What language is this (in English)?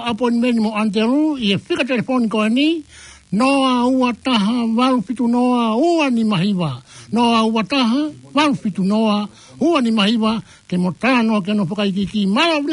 Tongan